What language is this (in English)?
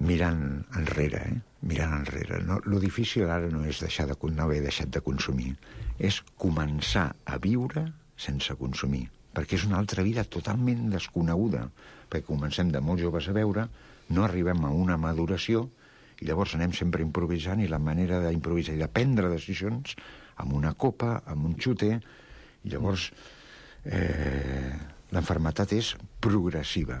Catalan